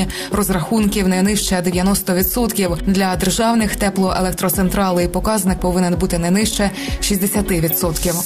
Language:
Ukrainian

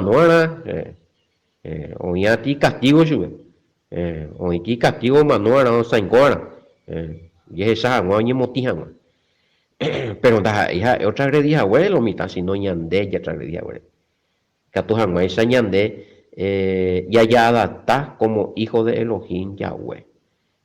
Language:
Guarani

